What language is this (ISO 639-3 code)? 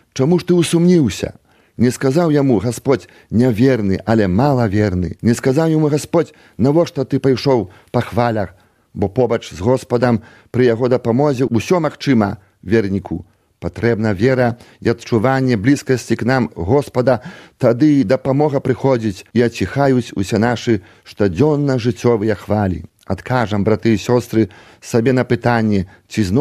bel